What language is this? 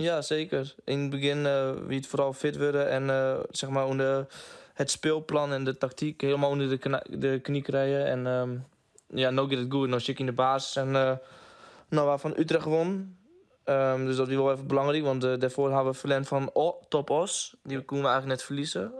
Western Frisian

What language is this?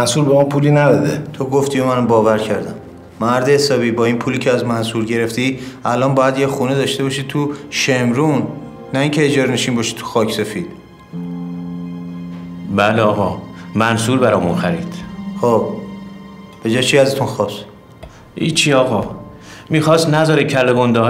Persian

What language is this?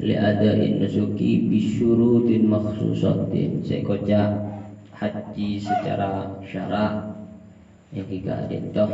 Madurese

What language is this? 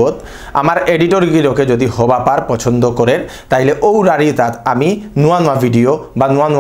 Bishnupriya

